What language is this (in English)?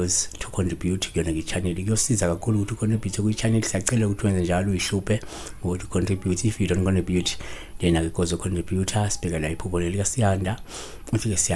Zulu